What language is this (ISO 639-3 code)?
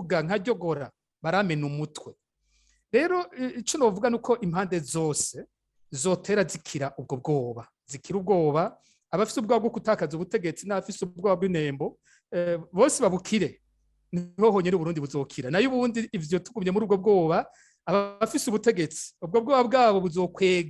run